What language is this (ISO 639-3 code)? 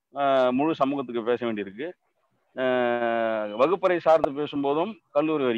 tam